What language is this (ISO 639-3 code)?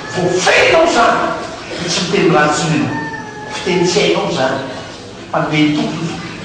mlg